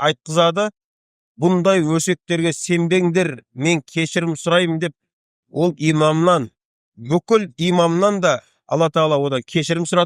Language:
Kazakh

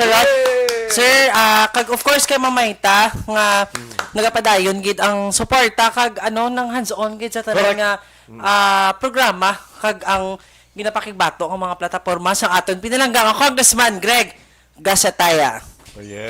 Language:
Hiligaynon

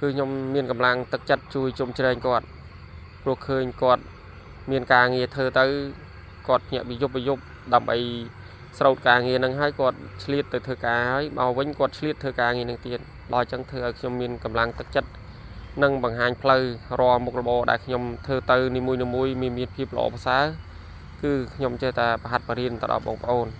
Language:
Khmer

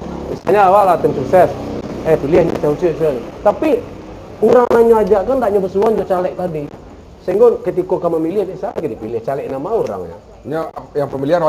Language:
Minangkabau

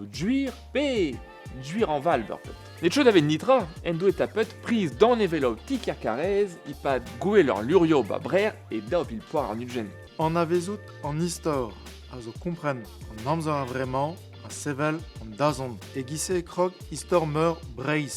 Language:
Breton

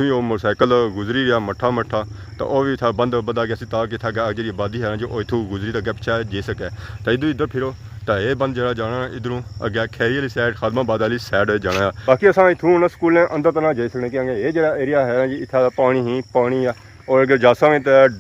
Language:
Pahari-Potwari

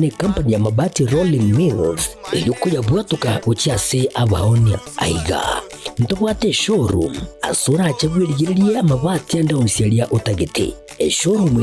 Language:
Gusii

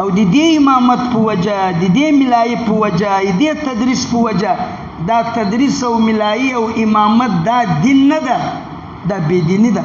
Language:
Pashto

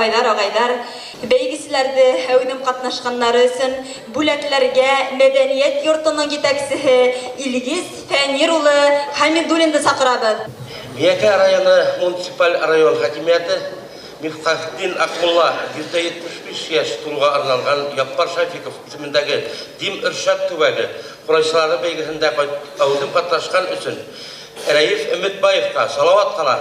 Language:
Bashkir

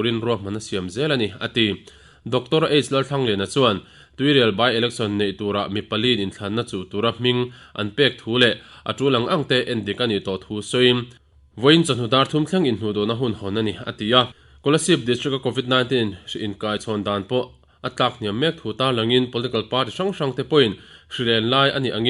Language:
Mizo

